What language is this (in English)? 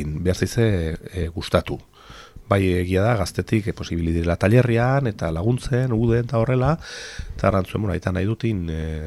Basque